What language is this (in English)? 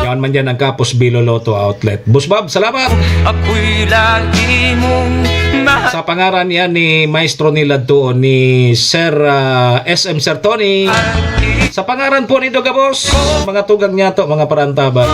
Bikol